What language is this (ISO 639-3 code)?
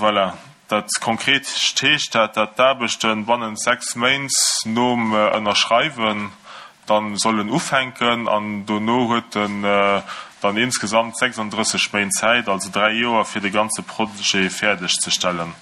ltz